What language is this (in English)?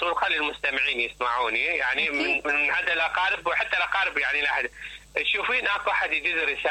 Mesopotamian Arabic